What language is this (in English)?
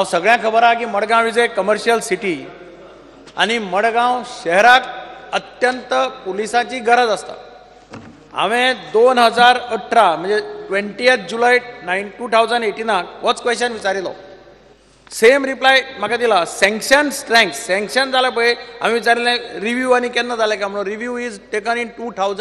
Konkani